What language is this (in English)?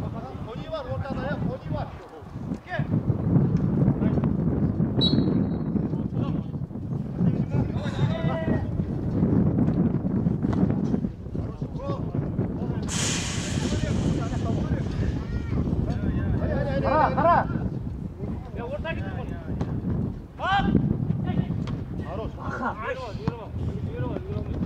Kazakh